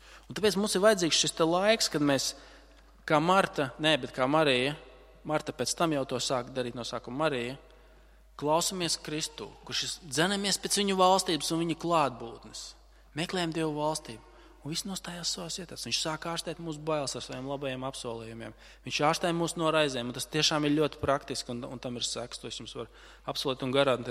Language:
Latvian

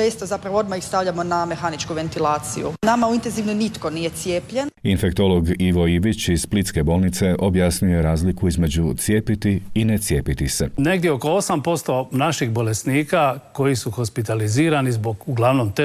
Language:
Croatian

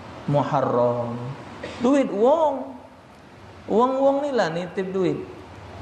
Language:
Musi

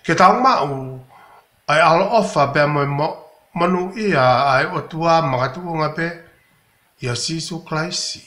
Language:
Tongan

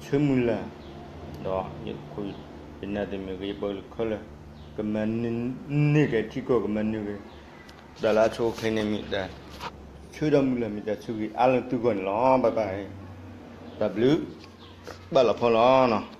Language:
S'gaw Karen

